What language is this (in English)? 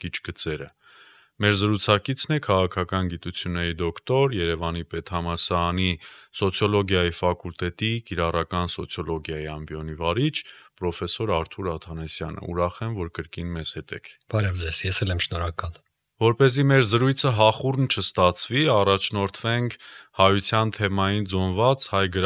Armenian